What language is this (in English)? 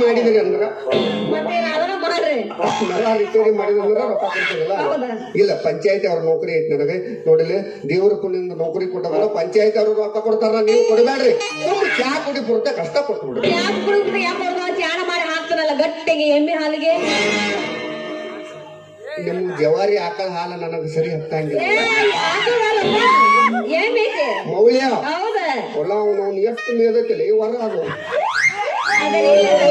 Kannada